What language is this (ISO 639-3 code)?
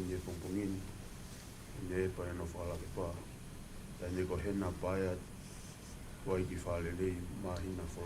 ton